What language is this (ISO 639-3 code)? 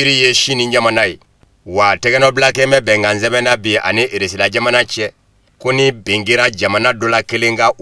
bam